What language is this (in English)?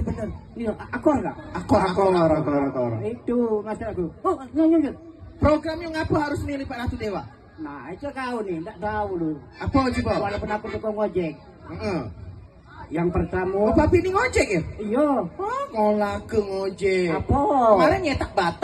Musi